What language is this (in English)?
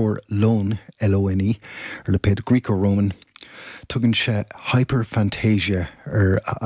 Irish